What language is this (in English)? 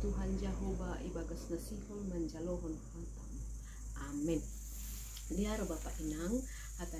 Batak Simalungun